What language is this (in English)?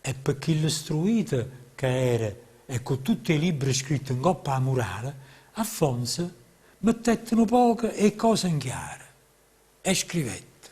Neapolitan